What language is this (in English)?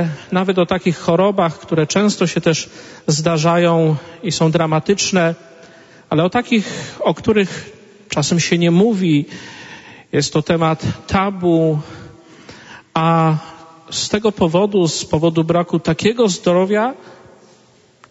Polish